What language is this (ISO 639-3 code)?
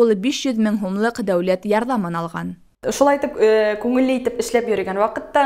bak